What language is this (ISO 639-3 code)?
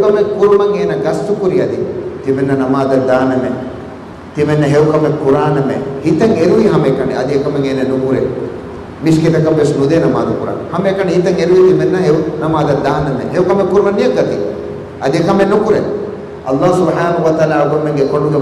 div